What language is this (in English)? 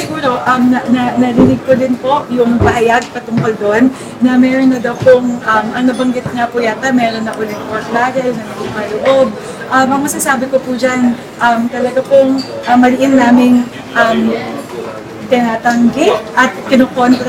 Filipino